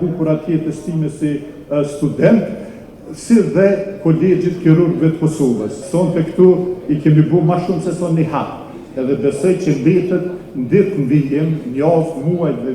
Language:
Albanian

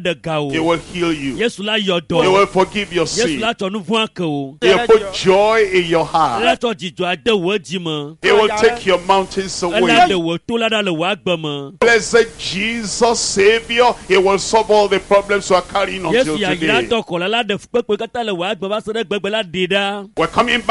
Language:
Ewe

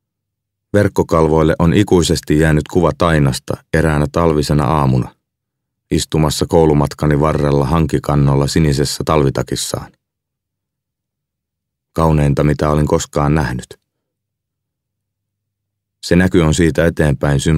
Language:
Finnish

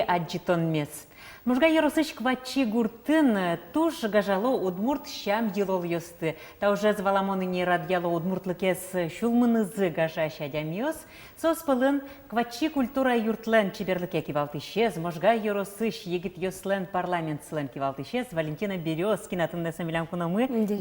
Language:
Udmurt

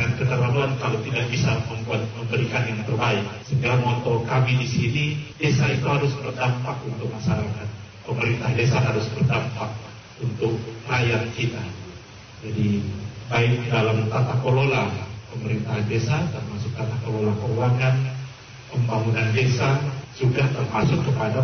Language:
Indonesian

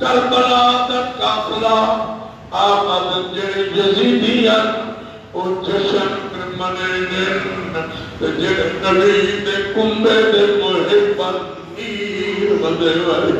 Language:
Saraiki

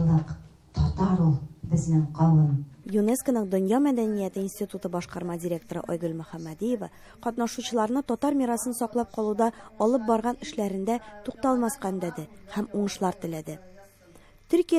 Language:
Tatar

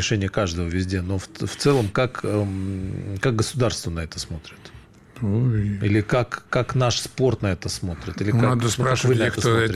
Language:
Russian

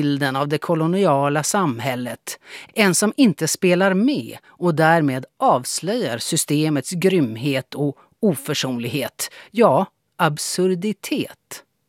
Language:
Swedish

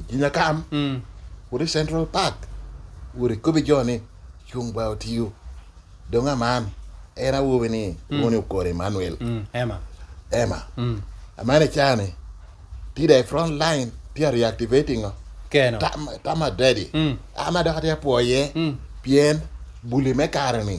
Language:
Lango (Uganda)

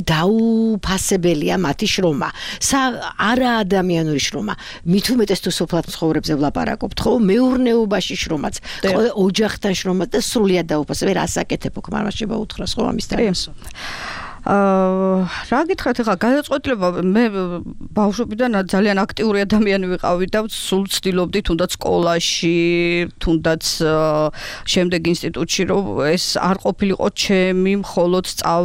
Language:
Georgian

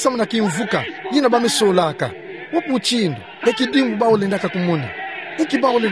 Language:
Kituba (Democratic Republic of Congo)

